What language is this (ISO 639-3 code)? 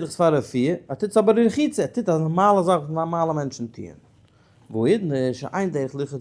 yid